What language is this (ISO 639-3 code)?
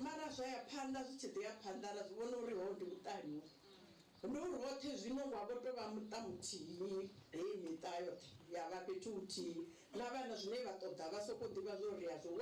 ven